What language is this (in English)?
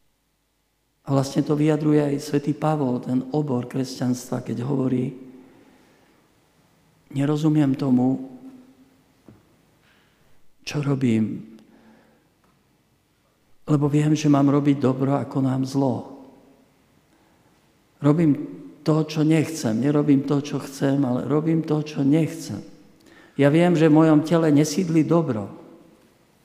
Slovak